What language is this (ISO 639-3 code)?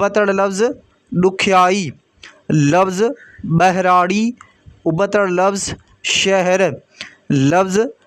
snd